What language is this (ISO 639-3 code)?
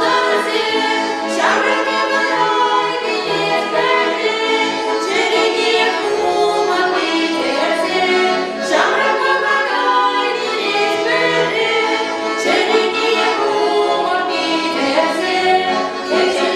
chv